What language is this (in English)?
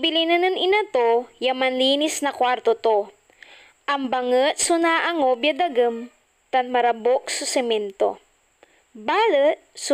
Pangasinan